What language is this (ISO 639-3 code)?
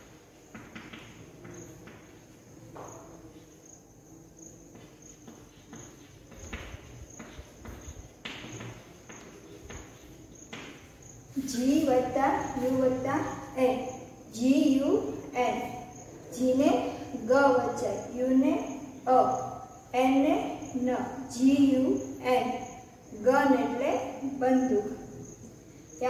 guj